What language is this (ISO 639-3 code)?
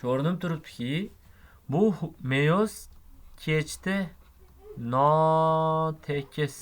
uzb